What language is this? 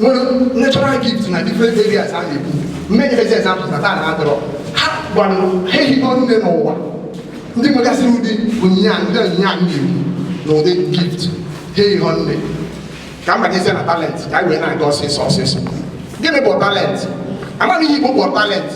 Igbo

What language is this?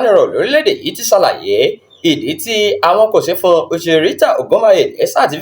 Yoruba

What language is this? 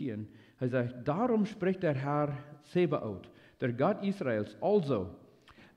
Plautdietsch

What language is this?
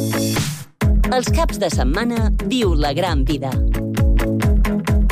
Catalan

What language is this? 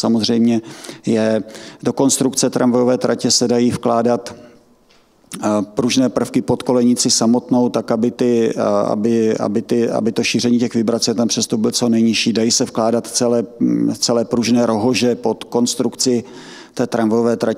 Czech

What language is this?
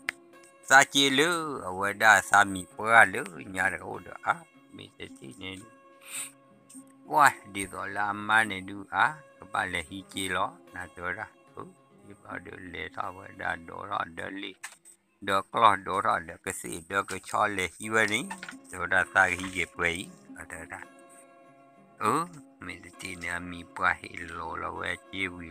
S'gaw Karen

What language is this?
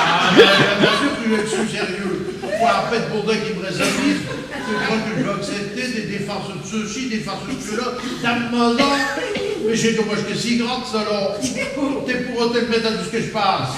Picard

